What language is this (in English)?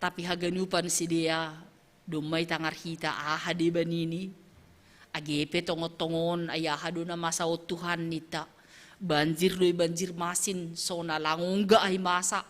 Batak Simalungun